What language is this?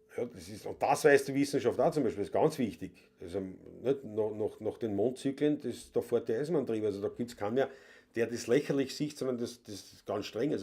Bavarian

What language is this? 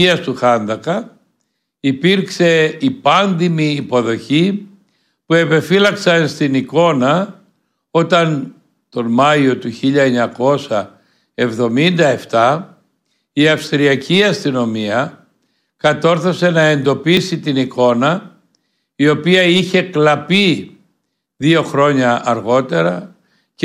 Greek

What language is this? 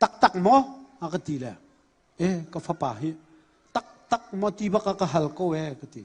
Hakha Chin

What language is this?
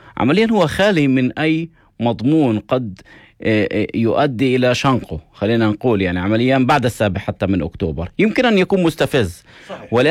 North Levantine Arabic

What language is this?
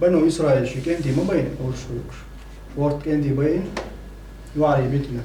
Chechen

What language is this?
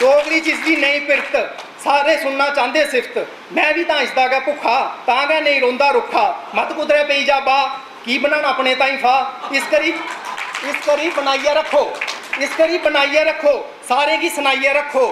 Dogri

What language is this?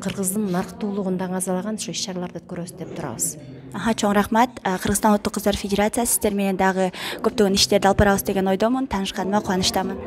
Kyrgyz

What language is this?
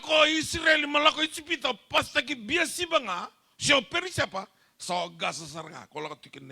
Fijian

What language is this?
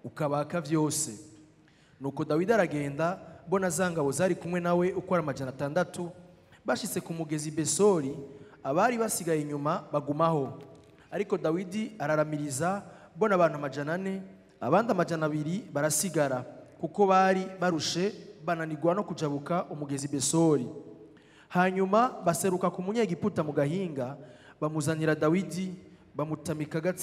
Rundi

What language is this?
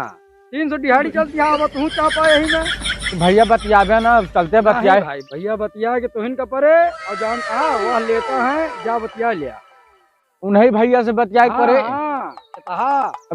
Awadhi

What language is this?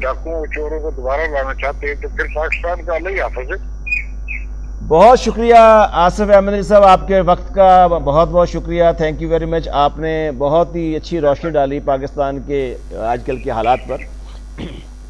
Urdu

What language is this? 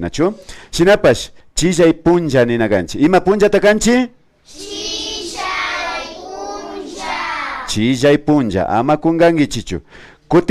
Imbabura Highland Quichua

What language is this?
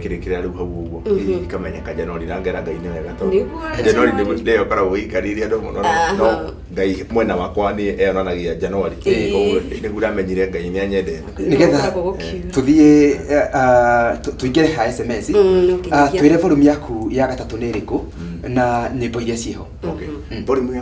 Kikuyu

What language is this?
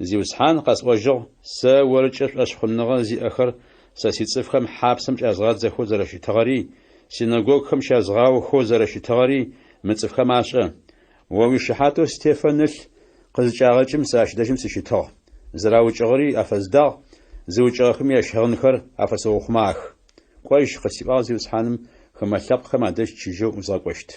Adyghe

